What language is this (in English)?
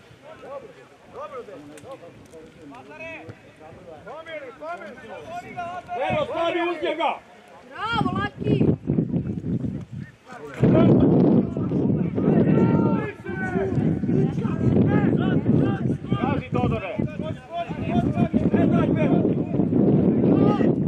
Serbian